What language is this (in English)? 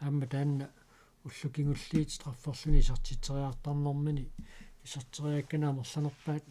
Kalaallisut